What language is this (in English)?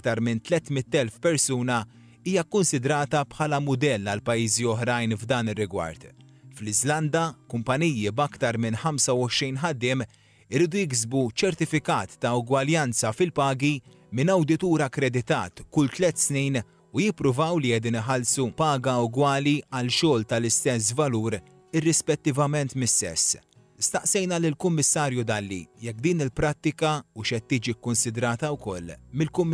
Maltese